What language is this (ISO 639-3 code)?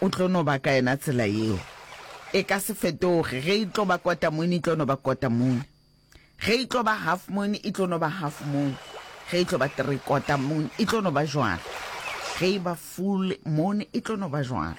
nso